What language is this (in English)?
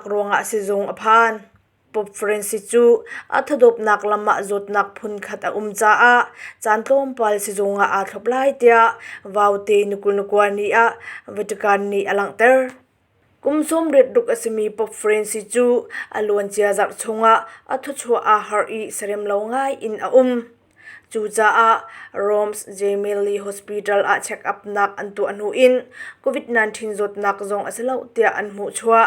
Hakha Chin